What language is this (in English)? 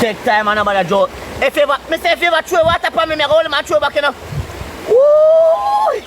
Jamaican Creole English